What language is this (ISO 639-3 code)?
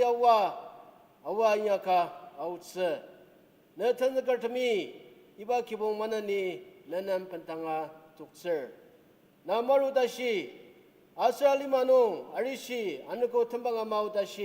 njo